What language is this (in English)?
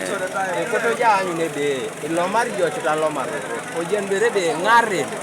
Teso